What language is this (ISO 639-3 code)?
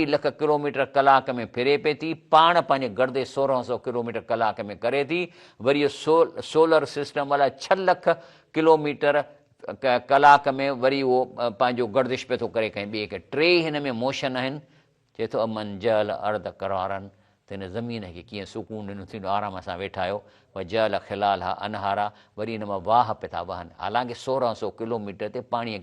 snd